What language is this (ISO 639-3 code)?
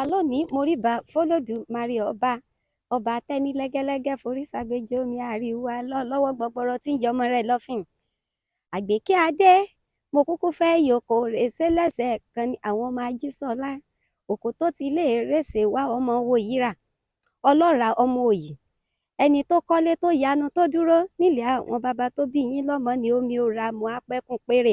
yor